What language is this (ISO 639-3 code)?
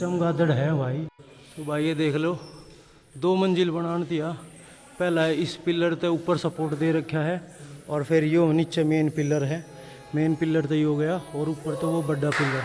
bgc